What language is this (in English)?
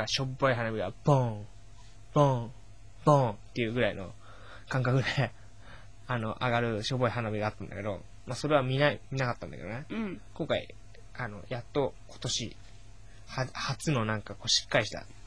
Japanese